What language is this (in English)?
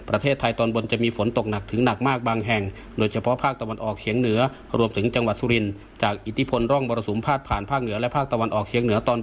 Thai